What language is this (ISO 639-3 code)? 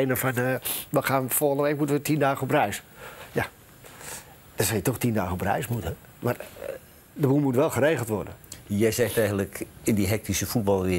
nld